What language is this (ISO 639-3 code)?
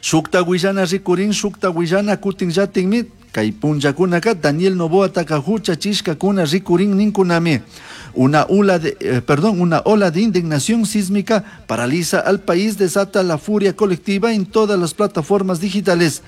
qug